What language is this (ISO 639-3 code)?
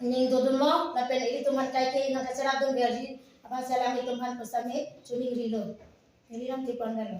mjw